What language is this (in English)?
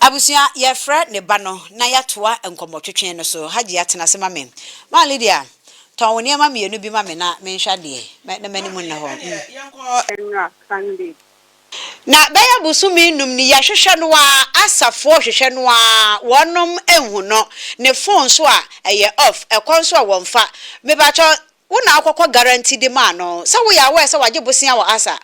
Akan